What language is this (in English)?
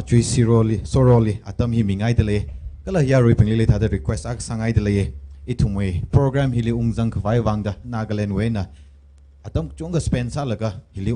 Tangkhul Naga (India)